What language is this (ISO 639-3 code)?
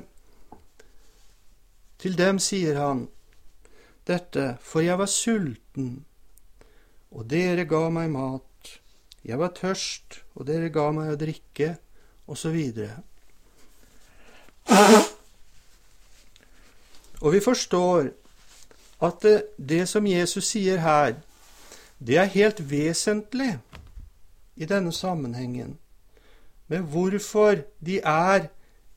nor